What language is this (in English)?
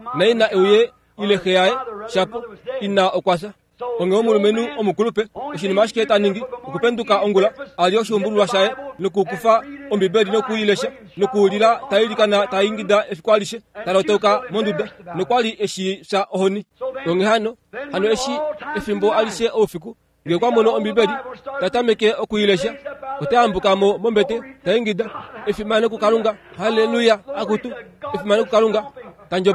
Kuanyama